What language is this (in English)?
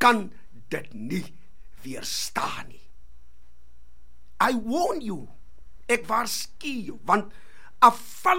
Afrikaans